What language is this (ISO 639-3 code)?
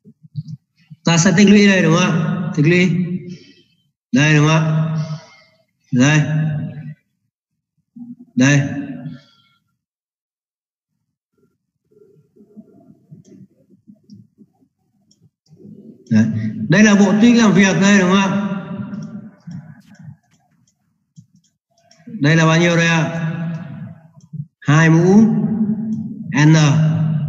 vie